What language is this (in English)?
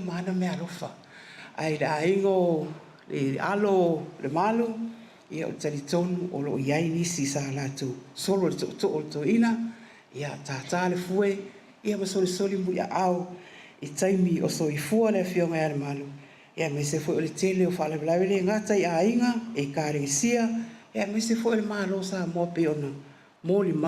Samoan